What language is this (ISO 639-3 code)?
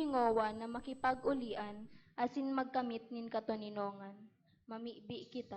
bik